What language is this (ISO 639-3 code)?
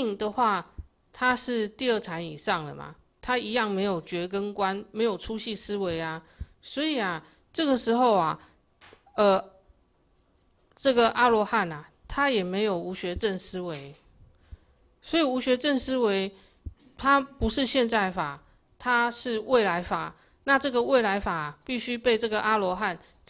zho